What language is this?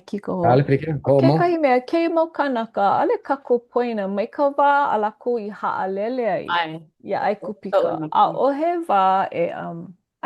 Hawaiian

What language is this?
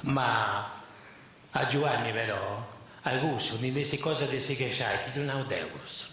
Sardinian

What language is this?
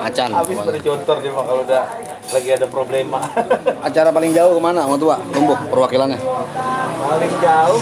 Betawi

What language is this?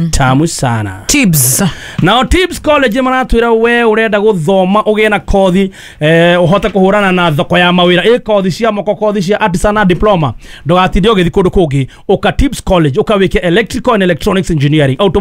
Kikuyu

